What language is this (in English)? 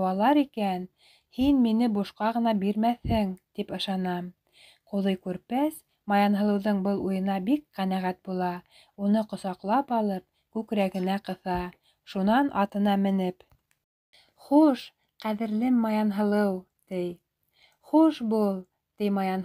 Bashkir